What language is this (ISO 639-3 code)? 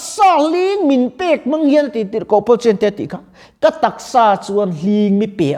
lus